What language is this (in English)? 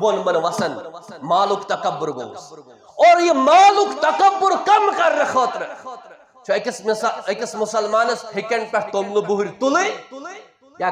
Kashmiri